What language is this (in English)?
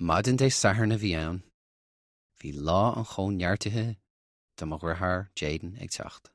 Irish